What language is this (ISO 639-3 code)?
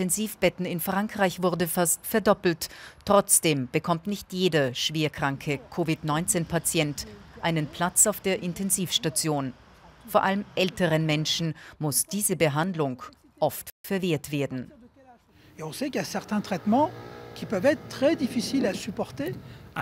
deu